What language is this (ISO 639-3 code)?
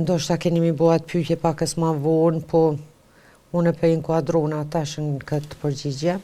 sqi